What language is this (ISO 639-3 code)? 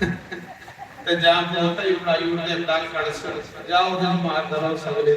doi